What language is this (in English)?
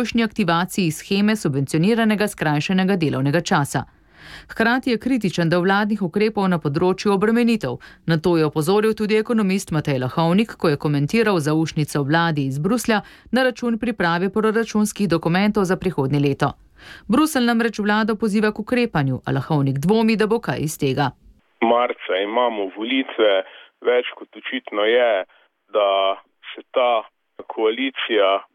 Slovenian